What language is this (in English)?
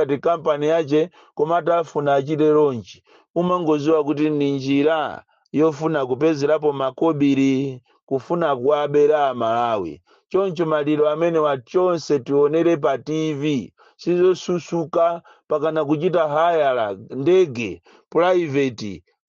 Nyanja